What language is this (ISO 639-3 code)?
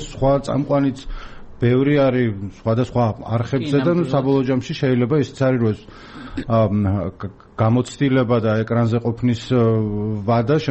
kat